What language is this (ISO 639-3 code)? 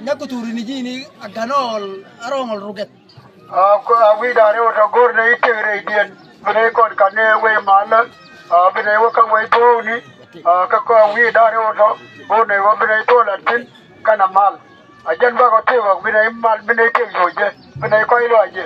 nus